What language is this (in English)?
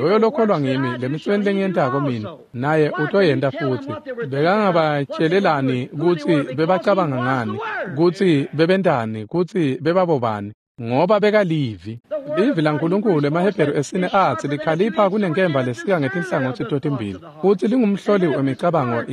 Swati